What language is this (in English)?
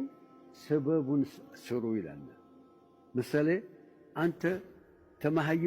Amharic